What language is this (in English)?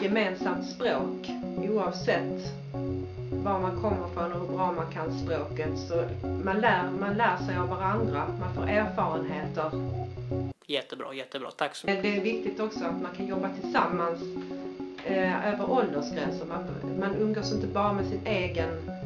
Swedish